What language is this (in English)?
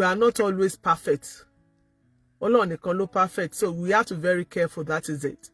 Yoruba